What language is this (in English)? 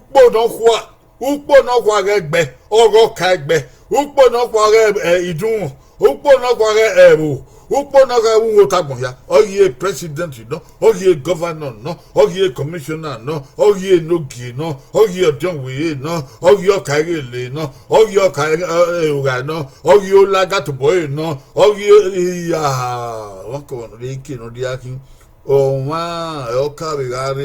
Bini